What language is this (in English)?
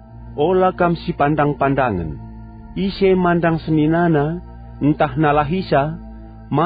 Batak Karo